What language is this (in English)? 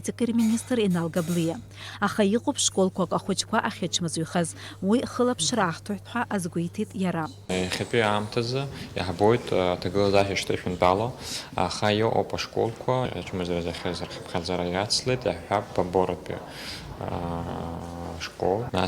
Abkhazian